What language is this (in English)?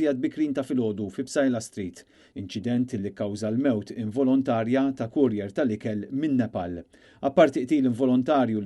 Maltese